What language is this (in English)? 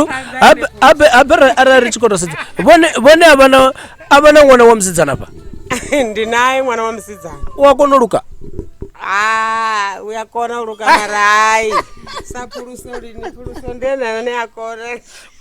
Venda